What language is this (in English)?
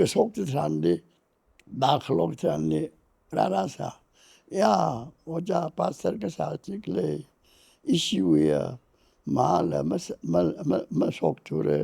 Tangkhul Naga (India)